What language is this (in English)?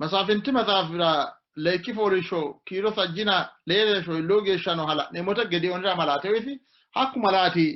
Sidamo